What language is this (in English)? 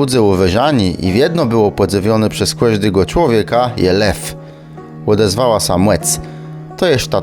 Kashubian